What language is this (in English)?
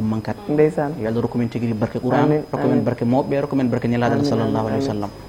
Fula